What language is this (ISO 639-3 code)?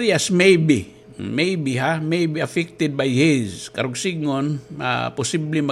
war